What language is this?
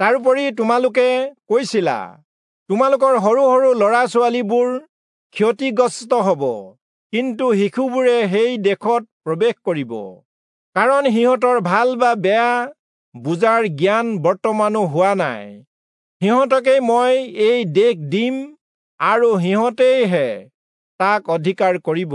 Assamese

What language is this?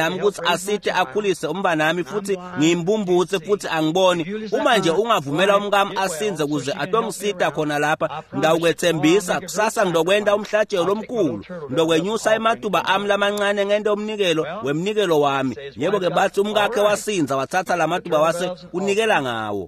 Swati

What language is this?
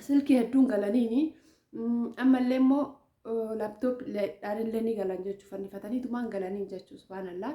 Oromo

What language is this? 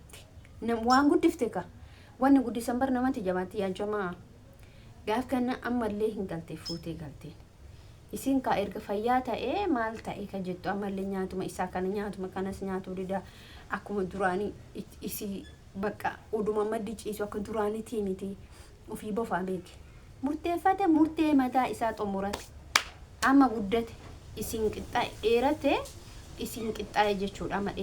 Oromo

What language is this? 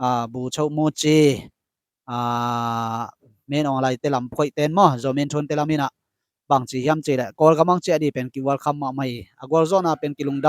Tedim Chin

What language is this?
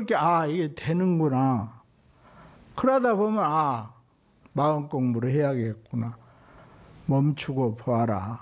Korean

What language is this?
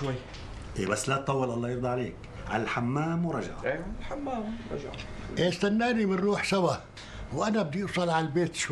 North Levantine Arabic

